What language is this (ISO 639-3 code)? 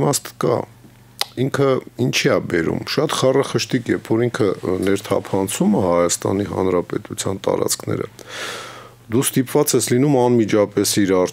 hye